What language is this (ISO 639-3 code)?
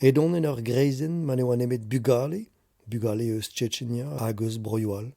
bre